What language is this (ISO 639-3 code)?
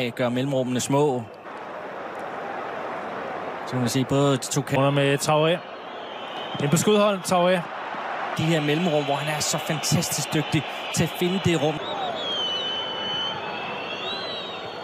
dan